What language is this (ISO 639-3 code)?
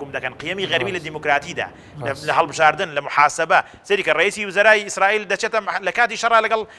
ckb